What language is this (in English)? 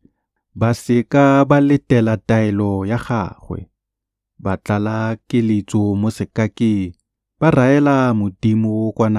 Tswana